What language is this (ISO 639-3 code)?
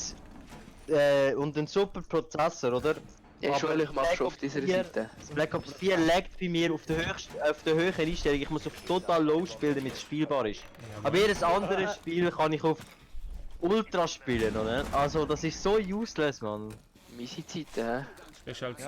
gsw